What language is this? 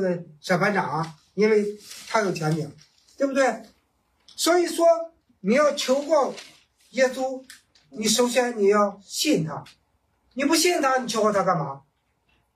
Chinese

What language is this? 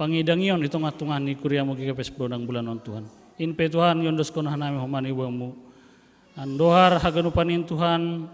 Batak Simalungun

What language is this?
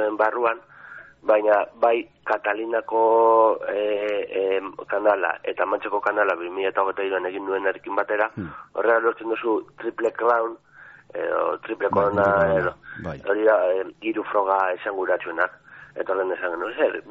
Basque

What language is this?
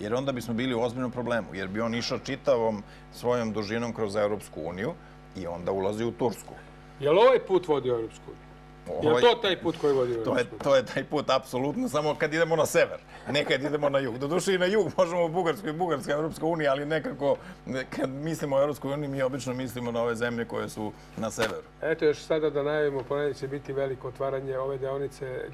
Serbian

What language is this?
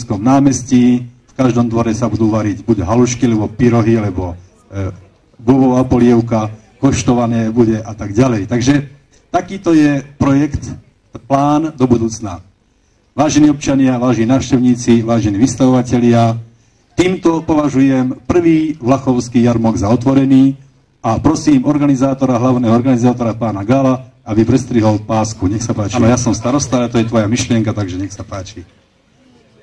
Slovak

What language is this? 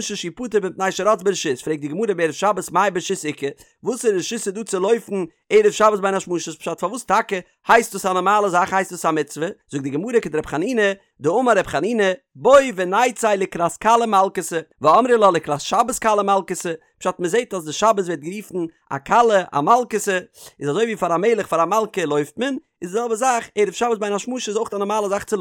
Yiddish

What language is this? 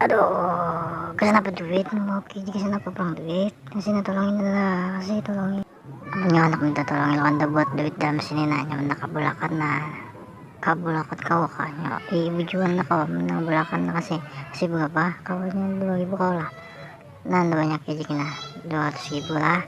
Banjar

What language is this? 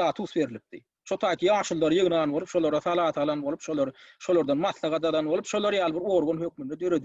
Turkmen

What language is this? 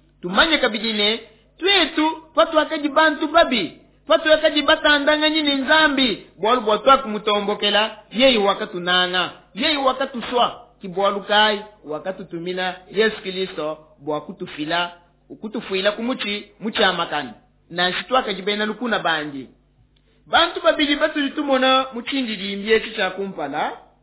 Luba-Lulua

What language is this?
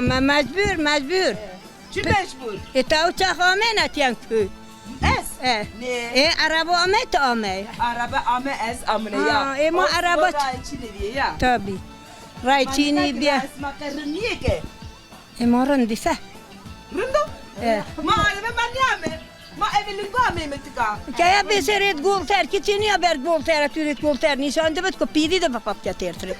Zaza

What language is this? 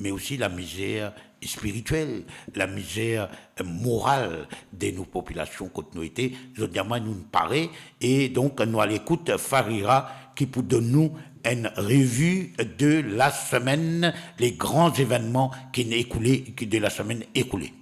Morisyen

